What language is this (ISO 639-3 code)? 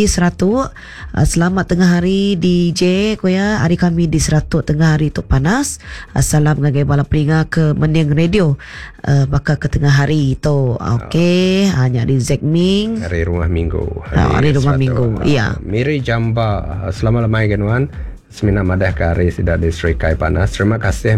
iba